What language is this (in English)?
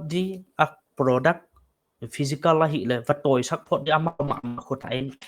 Paite Chin